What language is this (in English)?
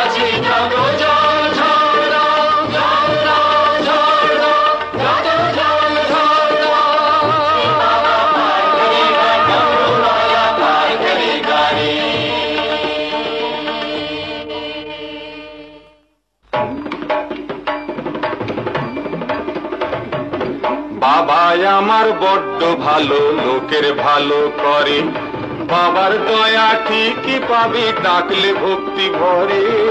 Bangla